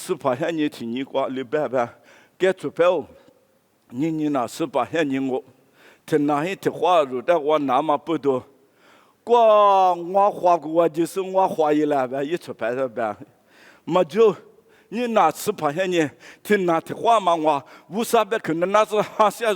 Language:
Lisu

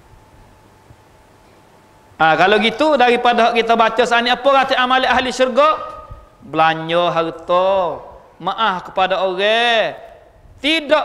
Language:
Malay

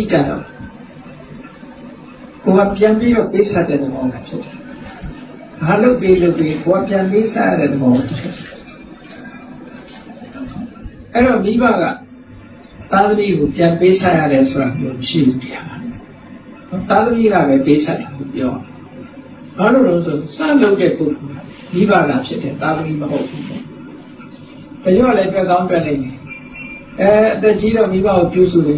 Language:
Burmese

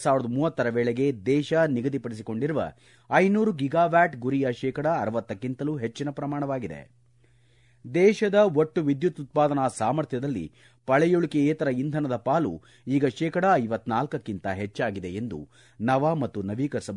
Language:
Kannada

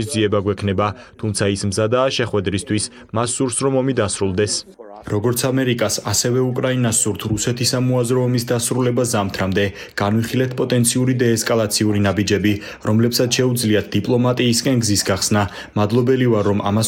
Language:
Georgian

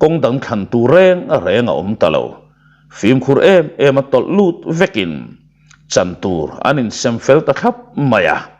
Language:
Mizo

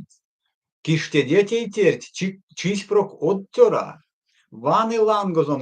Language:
Erzya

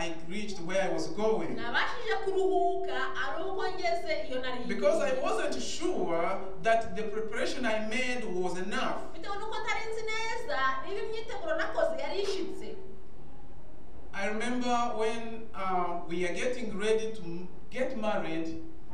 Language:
Kinyarwanda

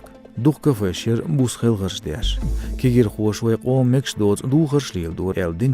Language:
Chechen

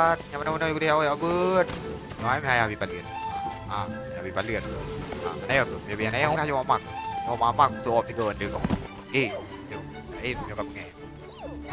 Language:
Achinese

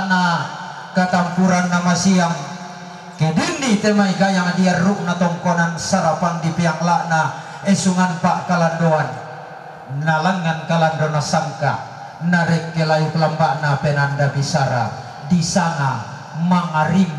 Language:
Toraja-Sa'dan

